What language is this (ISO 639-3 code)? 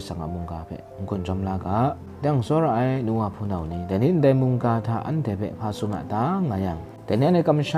kac